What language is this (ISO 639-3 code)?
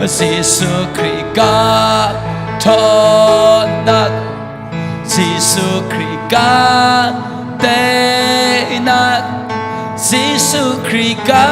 cnh